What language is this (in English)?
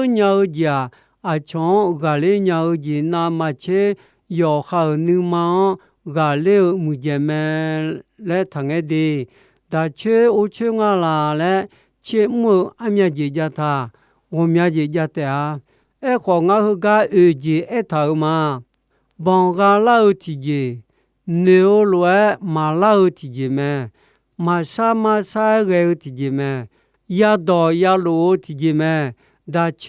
Akha